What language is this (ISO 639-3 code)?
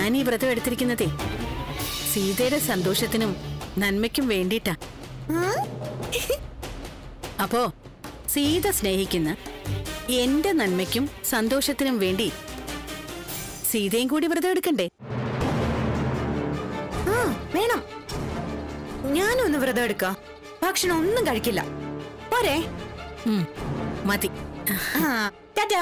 mal